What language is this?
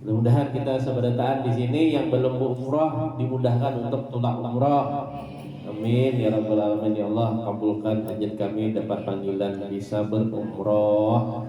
Banjar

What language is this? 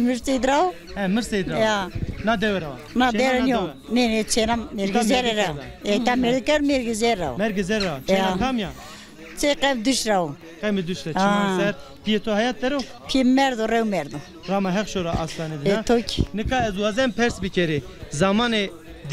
Zaza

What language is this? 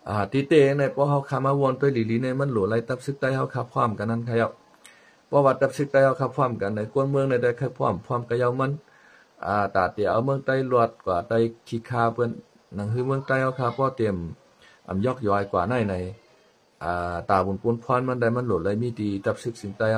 Shan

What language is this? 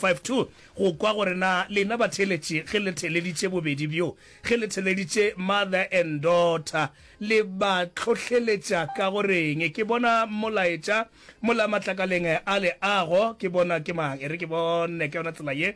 Northern Sotho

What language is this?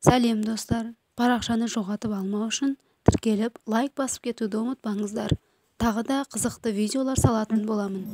Kazakh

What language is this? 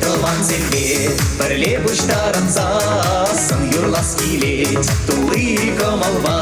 Chuvash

